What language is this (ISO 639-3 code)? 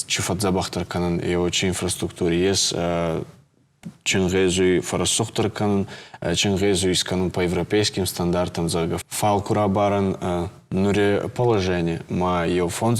oss